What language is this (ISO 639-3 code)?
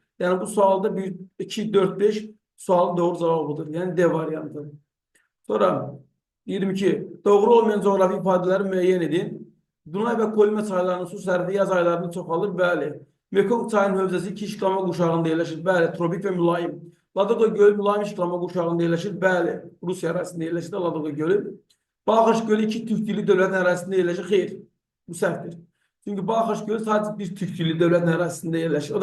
aze